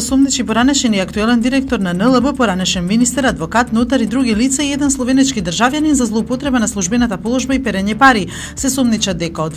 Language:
Macedonian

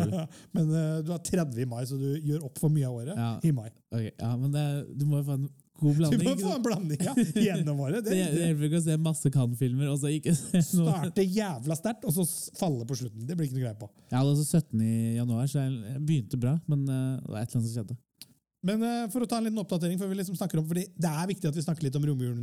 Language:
Norwegian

